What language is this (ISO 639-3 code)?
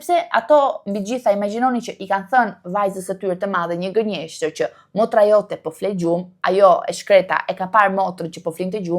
sqi